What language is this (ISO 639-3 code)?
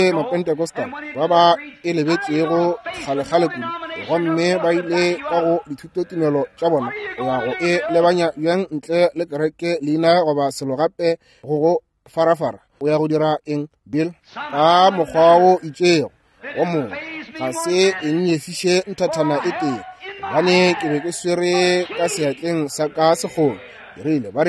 nso